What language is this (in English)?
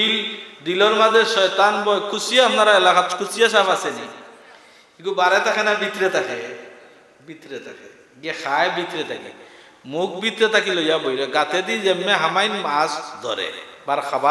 Sylheti